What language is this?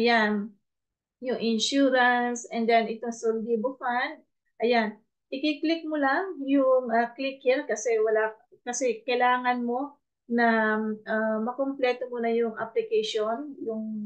Filipino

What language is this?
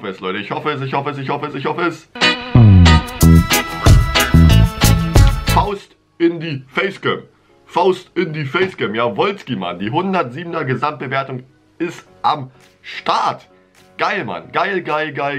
German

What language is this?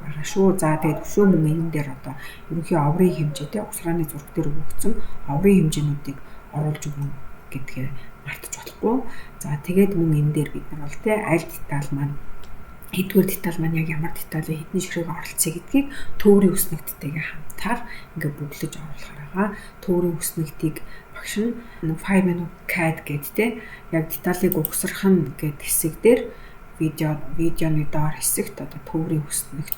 Mongolian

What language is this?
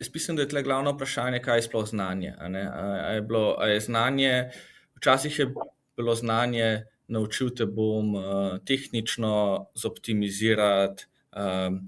Slovenian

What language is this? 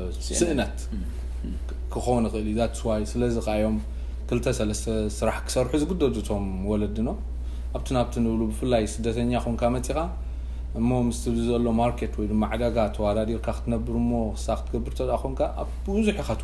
Tigrinya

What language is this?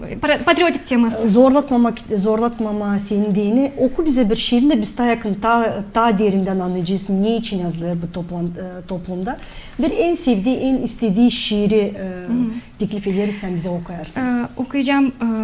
Gagauz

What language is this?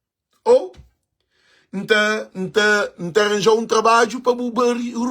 Kabuverdianu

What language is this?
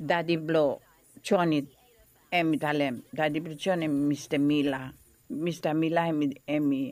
Bislama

